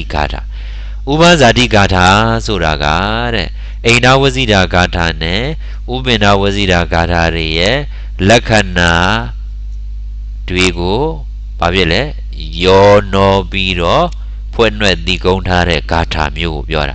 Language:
Burmese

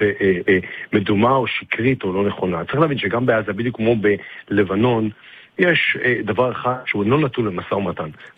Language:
Hebrew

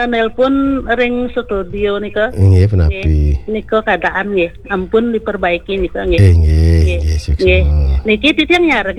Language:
Balinese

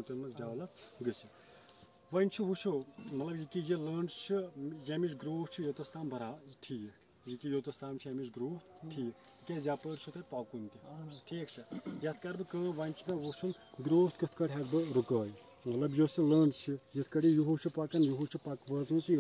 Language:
Kashmiri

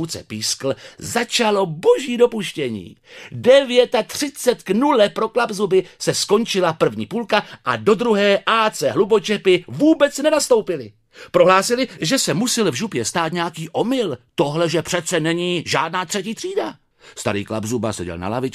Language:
Czech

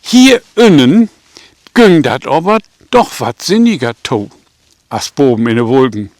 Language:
Low German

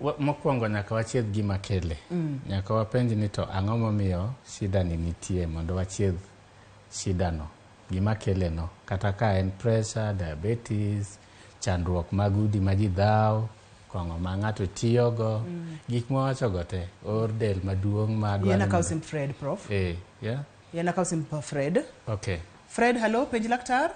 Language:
Luo (Kenya and Tanzania)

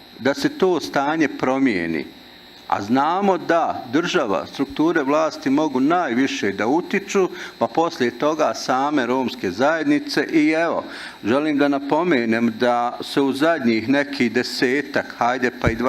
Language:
Bosnian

